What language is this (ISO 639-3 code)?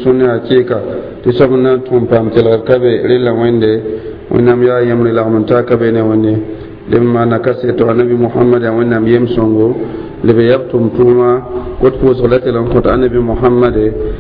mos